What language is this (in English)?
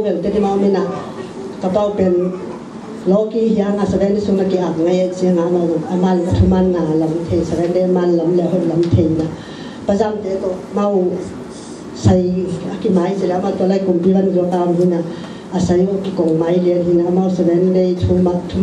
Tedim Chin